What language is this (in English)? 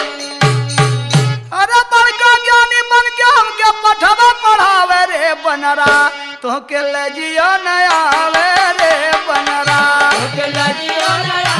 Bhojpuri